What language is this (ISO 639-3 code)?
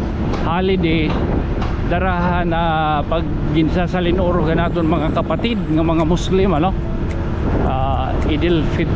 war